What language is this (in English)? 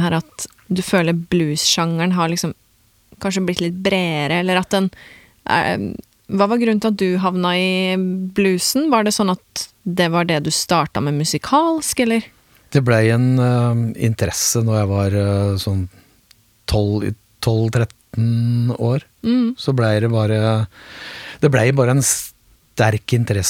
Norwegian